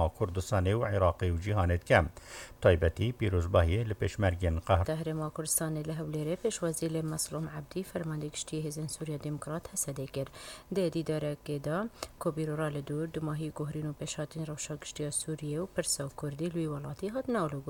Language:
Kurdish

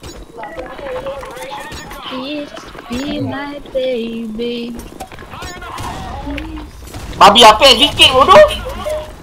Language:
Malay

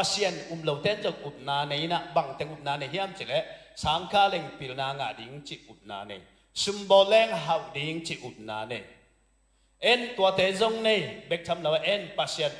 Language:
Tedim Chin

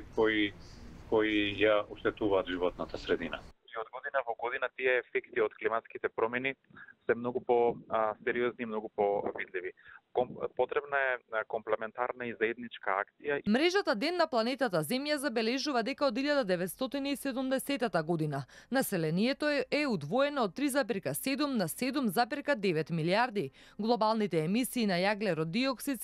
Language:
Macedonian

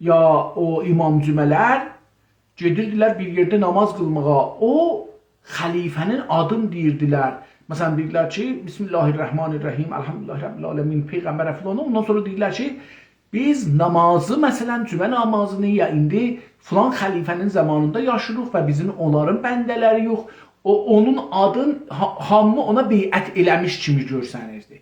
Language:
South Azerbaijani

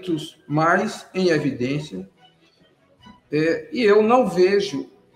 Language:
Portuguese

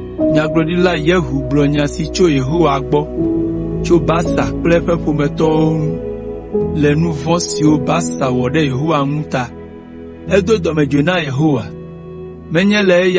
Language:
Ewe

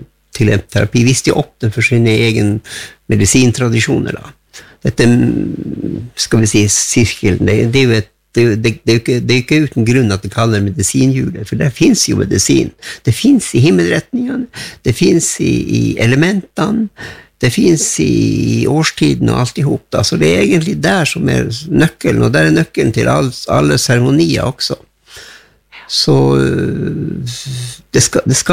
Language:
Norwegian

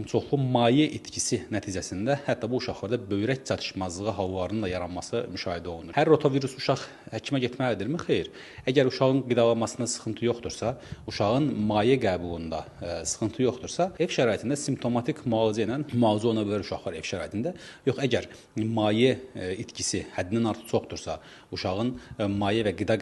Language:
Azerbaijani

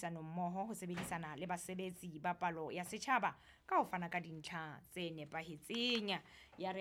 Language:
Southern Sotho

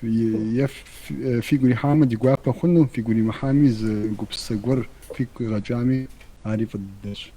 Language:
Kabardian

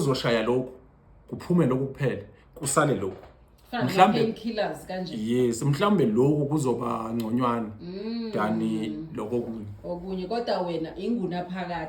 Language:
Zulu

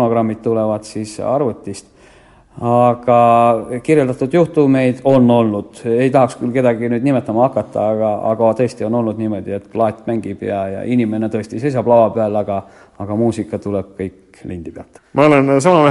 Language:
Estonian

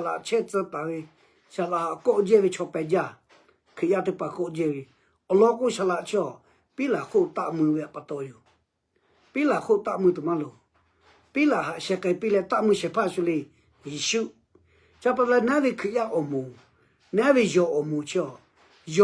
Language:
Lahu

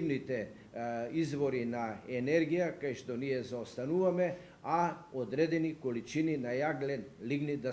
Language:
Macedonian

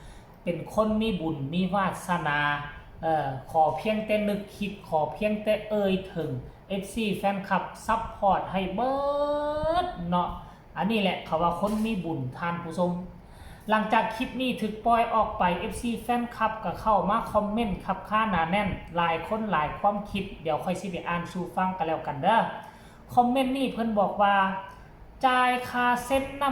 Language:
Northeastern Thai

